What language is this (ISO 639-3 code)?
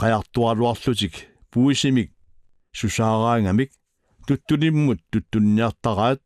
kal